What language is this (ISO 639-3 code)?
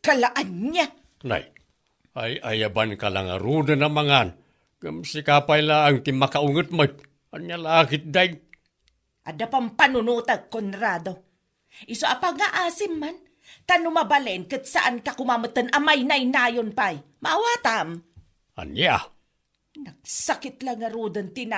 ilo